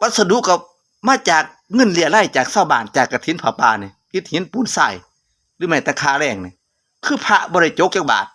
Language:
Lao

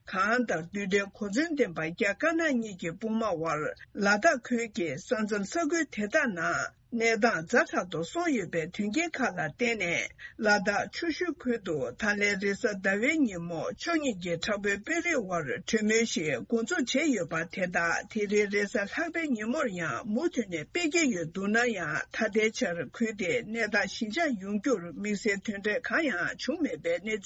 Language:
Tibetan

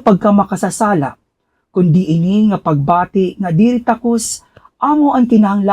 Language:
Waray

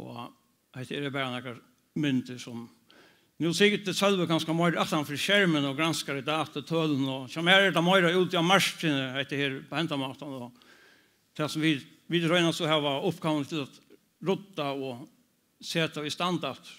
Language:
Faroese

